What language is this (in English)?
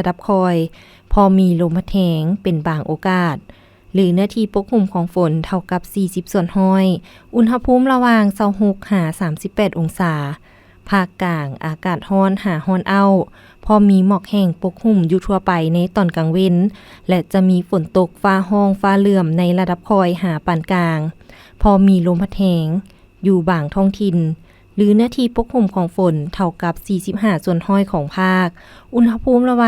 Lao